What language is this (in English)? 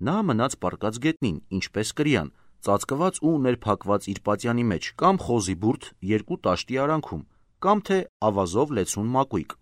Armenian